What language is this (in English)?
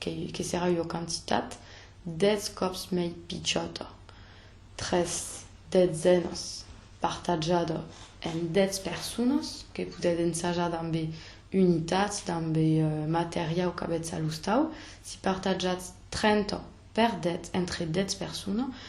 Occitan